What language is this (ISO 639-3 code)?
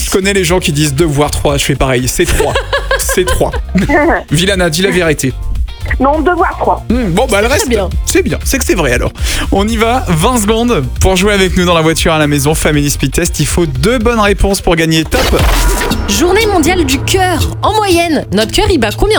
fra